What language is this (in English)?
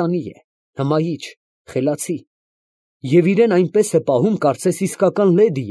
Armenian